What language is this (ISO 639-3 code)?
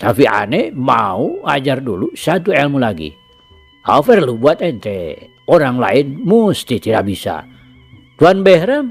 sun